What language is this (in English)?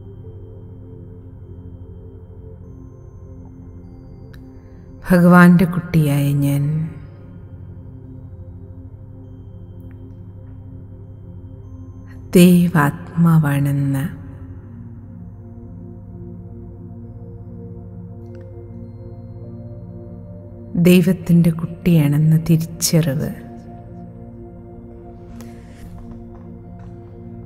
Malayalam